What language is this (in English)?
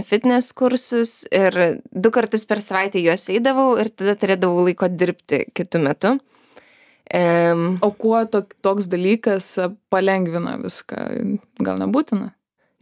Lithuanian